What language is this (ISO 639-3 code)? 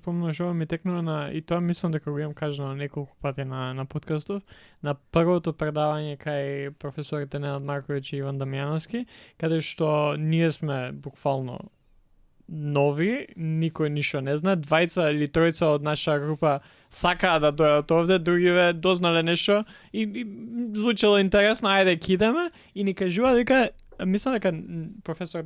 mkd